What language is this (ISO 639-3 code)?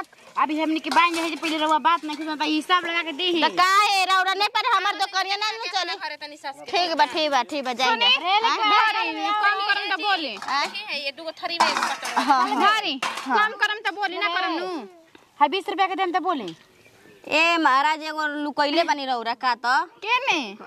bho